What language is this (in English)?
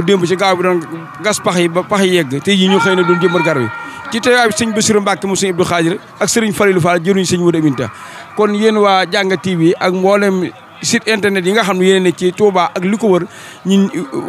Wolof